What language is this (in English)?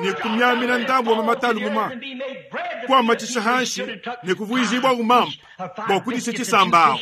Luba-Lulua